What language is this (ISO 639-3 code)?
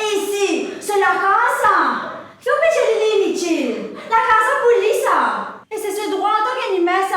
mfe